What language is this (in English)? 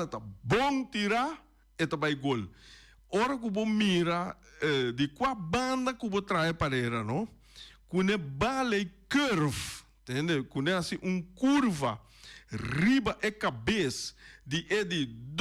Papiamento